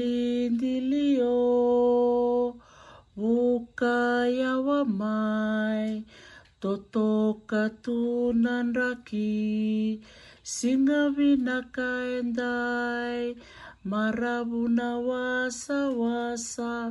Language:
Fijian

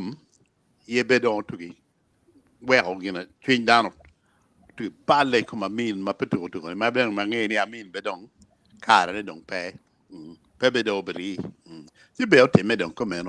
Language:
Acoli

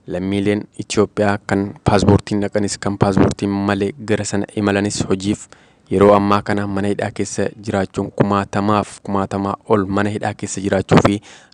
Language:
Oromo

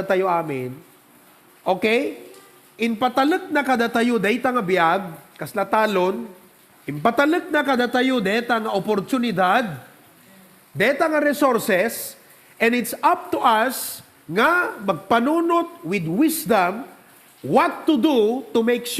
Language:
Iloko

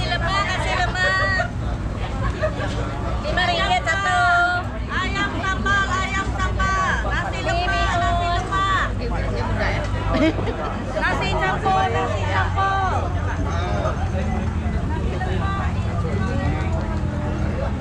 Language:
Malay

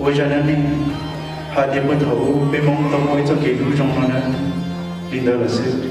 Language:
Hmong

